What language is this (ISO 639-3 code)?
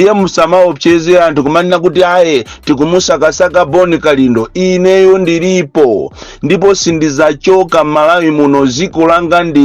nya